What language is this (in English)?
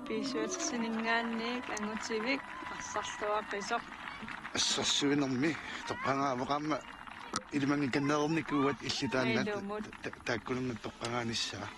Kalaallisut